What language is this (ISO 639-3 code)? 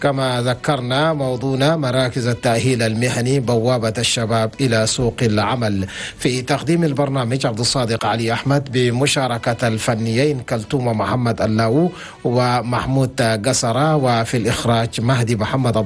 shu